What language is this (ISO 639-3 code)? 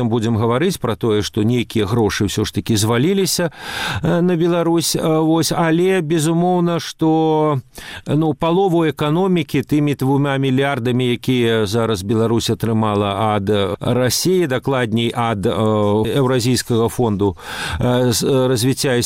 bel